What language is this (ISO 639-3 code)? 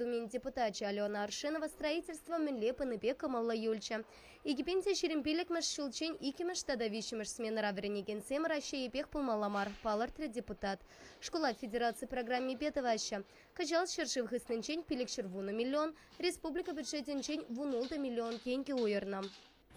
chv